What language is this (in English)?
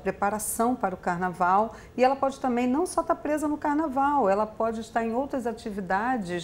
Portuguese